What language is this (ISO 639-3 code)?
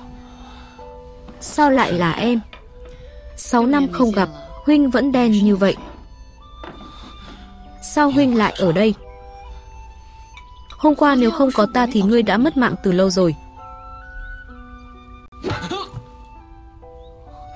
vie